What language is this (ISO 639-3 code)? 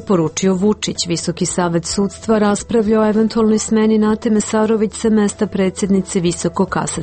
srp